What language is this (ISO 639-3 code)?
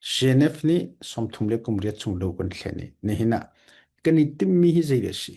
cfm